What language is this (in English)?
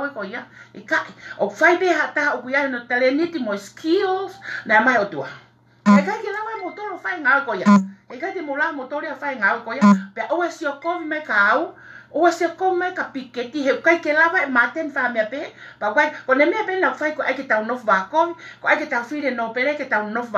Tongan